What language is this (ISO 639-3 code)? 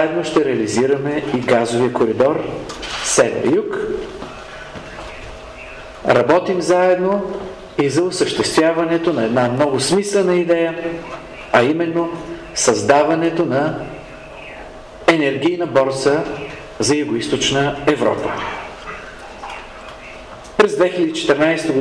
bul